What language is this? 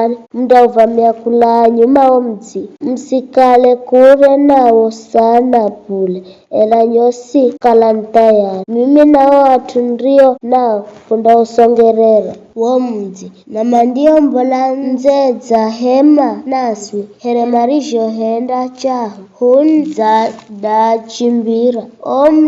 Giryama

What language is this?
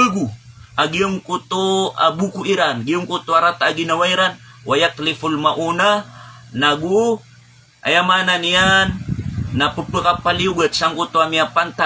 Maranao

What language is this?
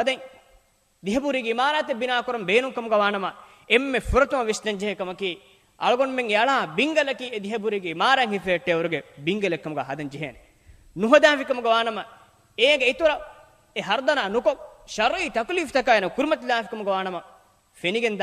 Divehi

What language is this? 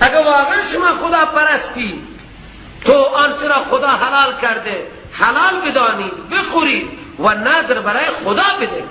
Persian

